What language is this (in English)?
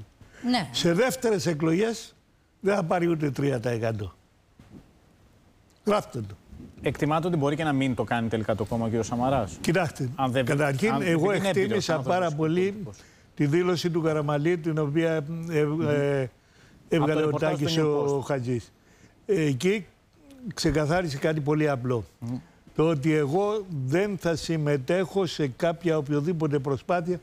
Greek